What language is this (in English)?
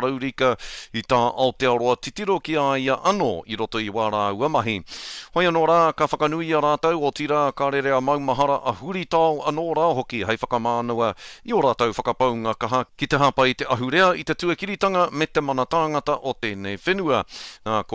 Māori